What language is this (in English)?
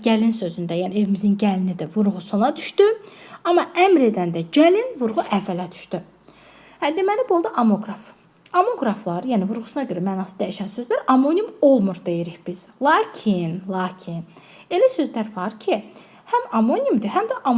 Azerbaijani